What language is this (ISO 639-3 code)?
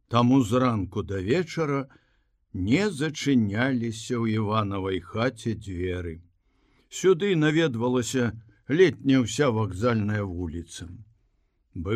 bel